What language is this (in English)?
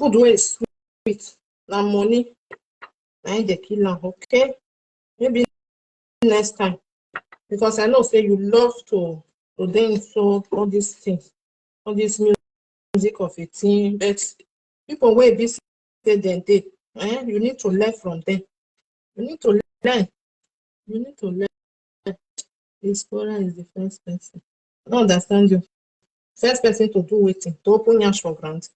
Nigerian Pidgin